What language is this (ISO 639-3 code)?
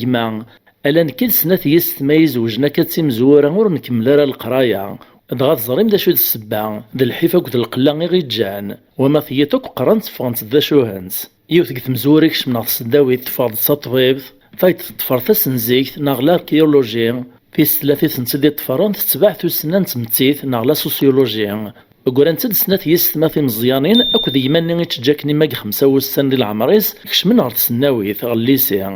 kab